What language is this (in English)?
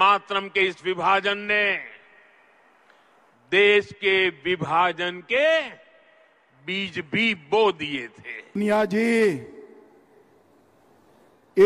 Hindi